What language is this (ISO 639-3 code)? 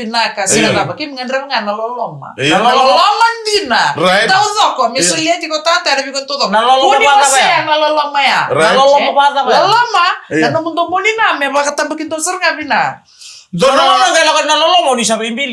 fij